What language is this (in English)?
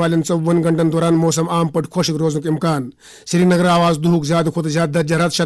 Kashmiri